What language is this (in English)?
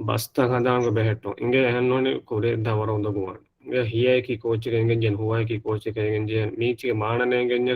Divehi